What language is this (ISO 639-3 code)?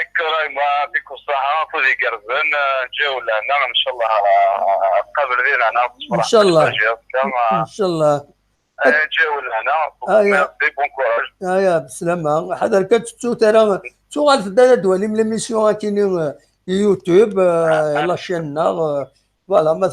kab